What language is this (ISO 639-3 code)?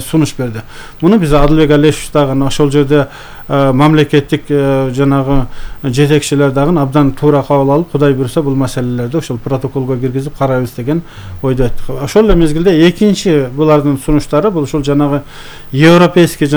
kir